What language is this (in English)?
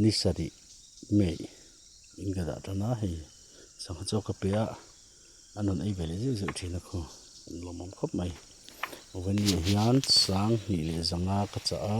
Mizo